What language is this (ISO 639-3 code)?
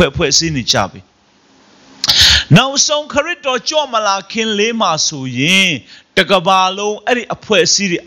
mya